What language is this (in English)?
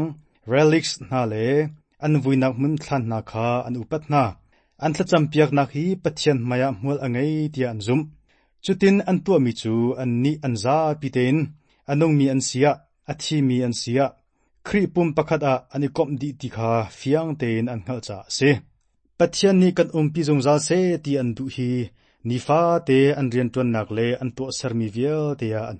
Hakha Chin